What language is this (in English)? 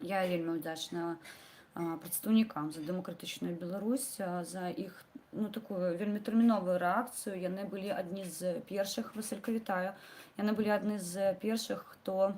Belarusian